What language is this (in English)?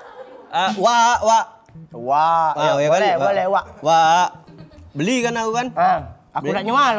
Musi